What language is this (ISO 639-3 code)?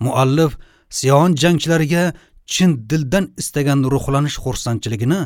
uzb